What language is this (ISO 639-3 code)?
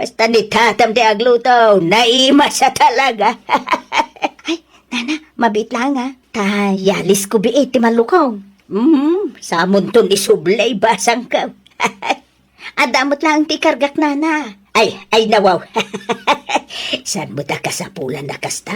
ilo